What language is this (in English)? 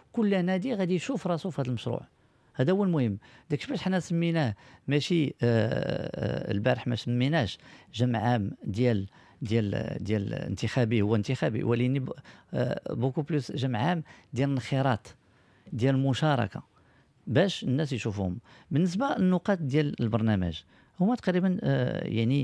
Moroccan Arabic